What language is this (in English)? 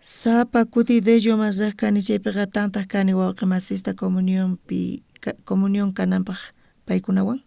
South Bolivian Quechua